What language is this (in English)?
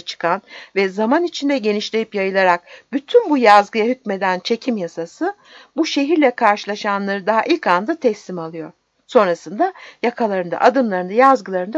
Turkish